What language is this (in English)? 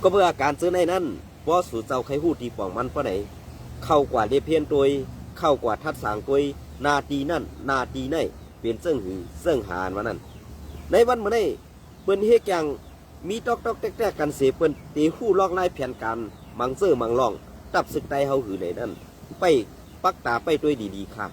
Shan